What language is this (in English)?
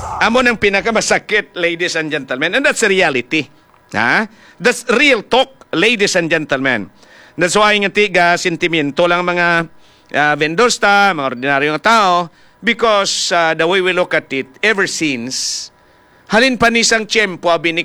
Hiligaynon